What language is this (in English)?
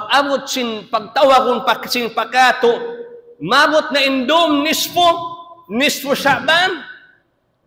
Tausug